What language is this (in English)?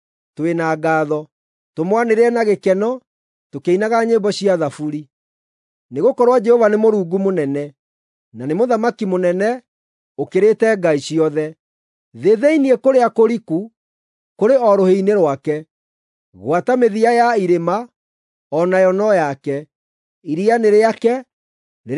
Kikuyu